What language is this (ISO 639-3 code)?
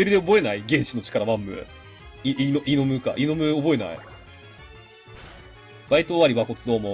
jpn